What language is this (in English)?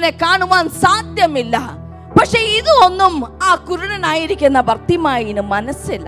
Malayalam